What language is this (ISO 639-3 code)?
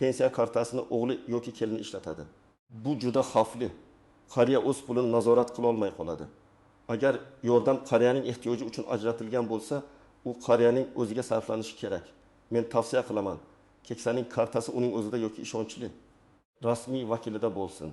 uzb